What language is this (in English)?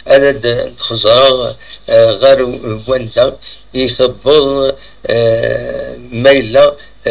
Kabyle